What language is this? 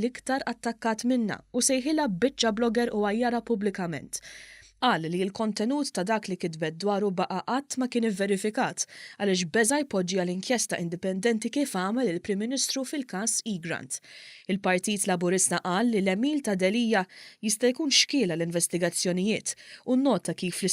Maltese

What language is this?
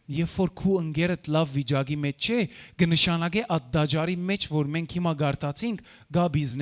Western Armenian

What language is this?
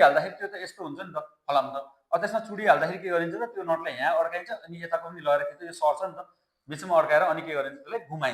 Nepali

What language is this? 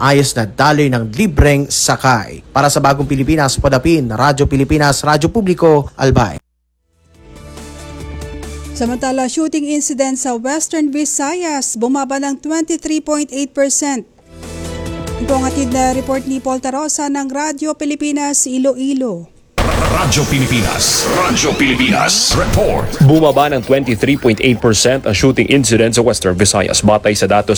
Filipino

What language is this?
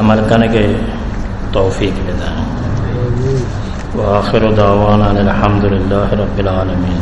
Baluchi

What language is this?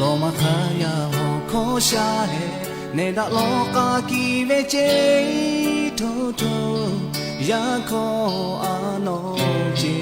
Lahu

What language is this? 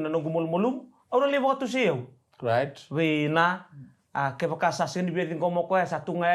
Fijian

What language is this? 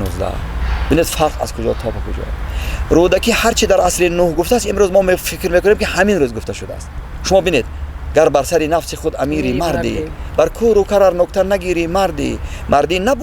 Tajik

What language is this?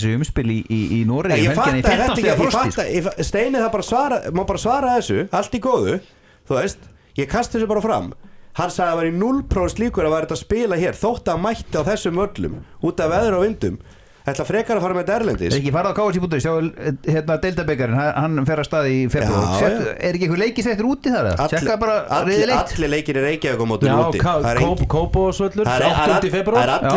Icelandic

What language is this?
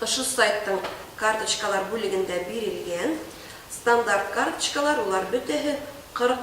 Bashkir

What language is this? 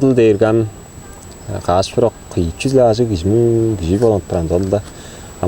Tuvinian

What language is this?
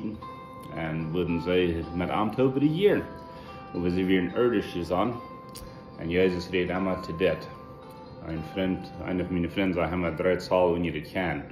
Plautdietsch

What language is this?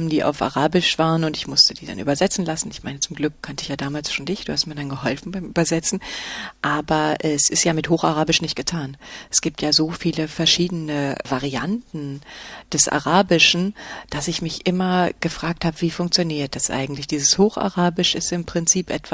German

